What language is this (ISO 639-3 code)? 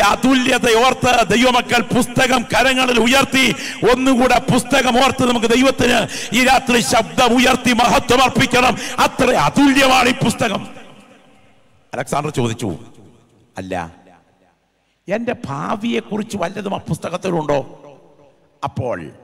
mal